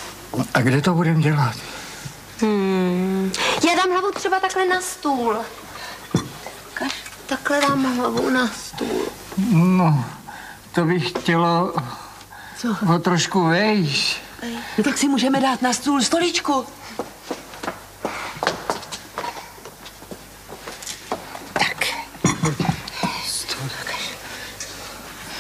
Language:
Czech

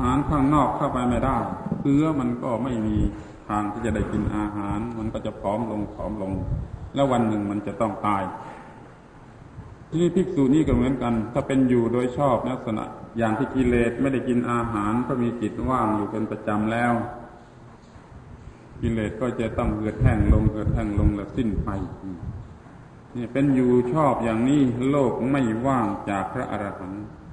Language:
Thai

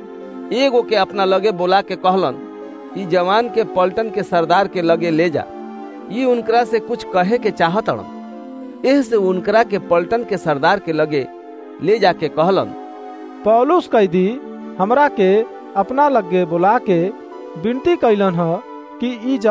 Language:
Bhojpuri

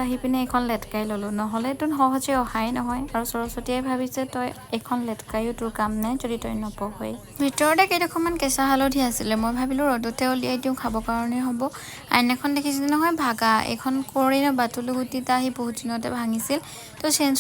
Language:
Assamese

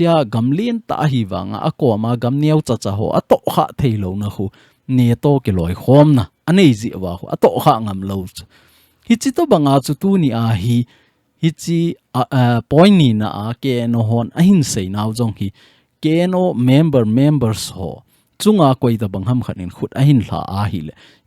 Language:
Thado Chin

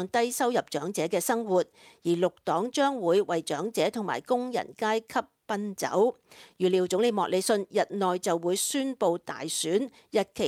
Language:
Cantonese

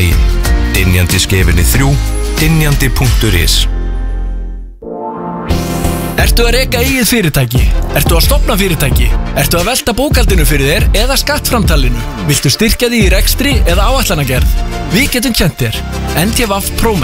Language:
Icelandic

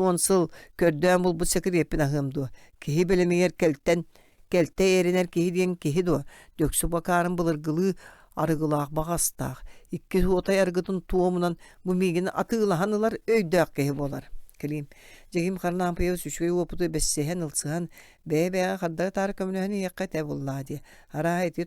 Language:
Yakut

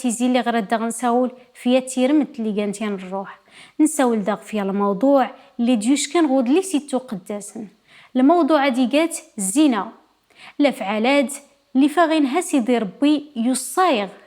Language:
Kabyle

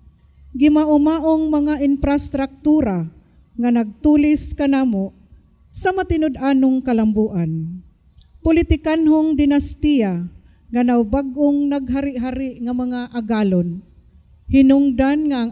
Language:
Cebuano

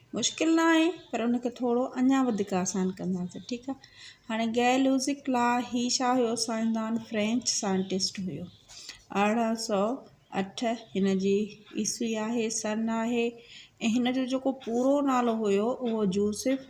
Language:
Sindhi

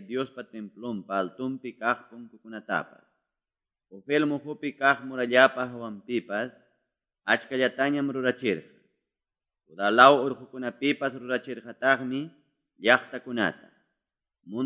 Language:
Quechua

